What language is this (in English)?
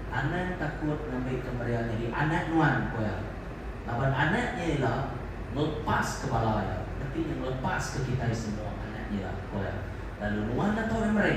Iban